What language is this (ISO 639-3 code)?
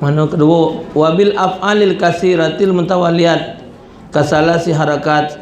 mui